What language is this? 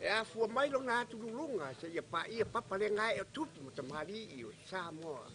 Samoan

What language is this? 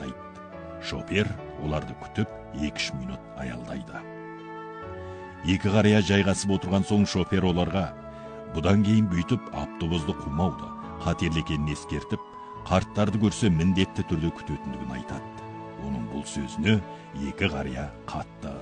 Kazakh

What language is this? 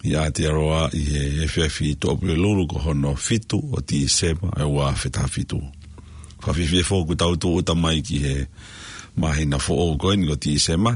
Tongan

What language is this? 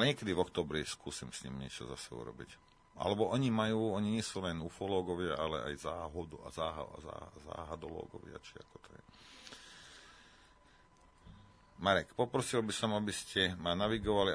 Slovak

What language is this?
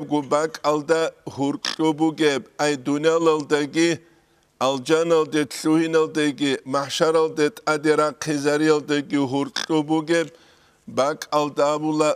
Avaric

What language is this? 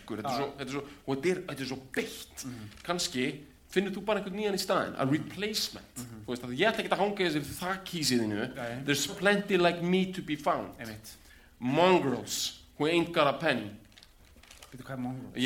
Icelandic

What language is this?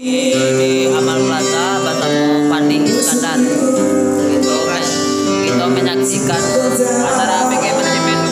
Minangkabau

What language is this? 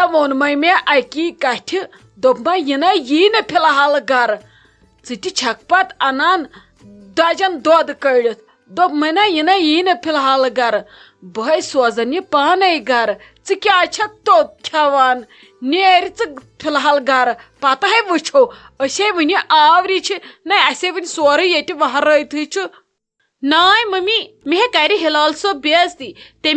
Kashmiri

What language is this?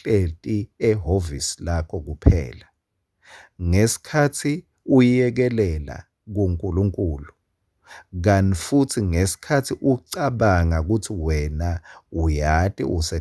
Swati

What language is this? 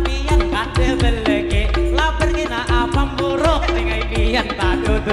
Banjar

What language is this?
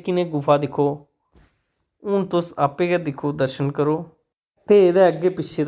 Dogri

